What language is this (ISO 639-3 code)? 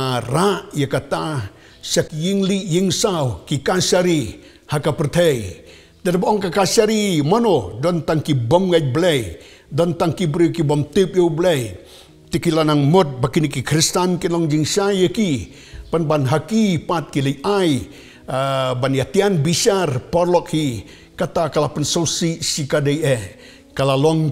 kha